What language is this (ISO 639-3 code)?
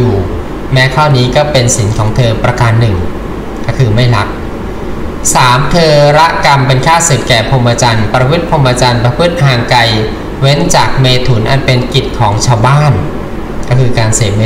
tha